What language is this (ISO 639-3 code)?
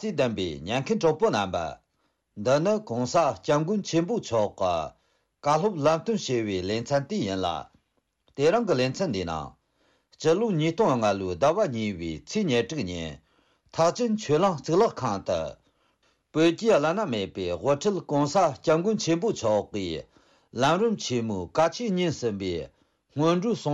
bod